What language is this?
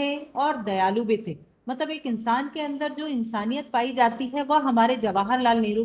Hindi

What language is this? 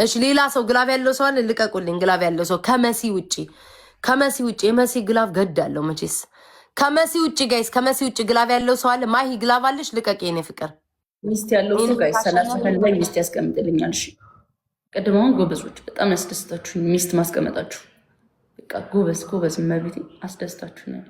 Amharic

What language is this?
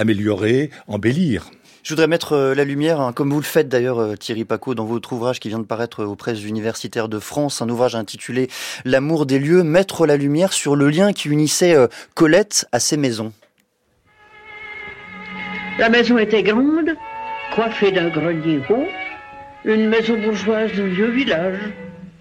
French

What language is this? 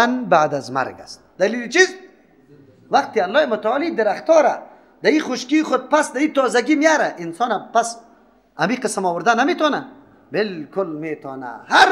Persian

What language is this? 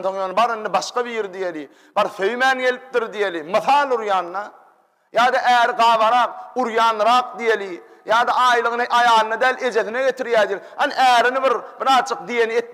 Turkmen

